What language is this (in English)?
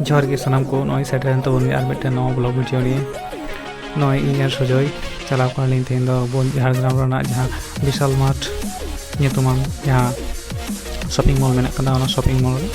Santali